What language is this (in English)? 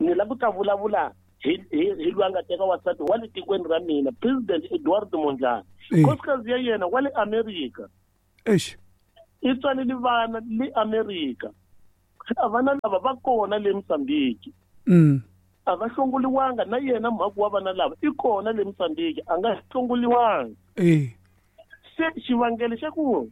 Tsonga